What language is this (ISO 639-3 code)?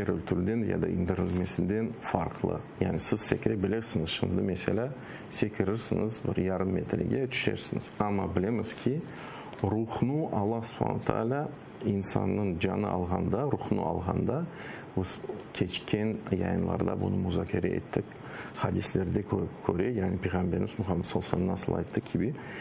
crh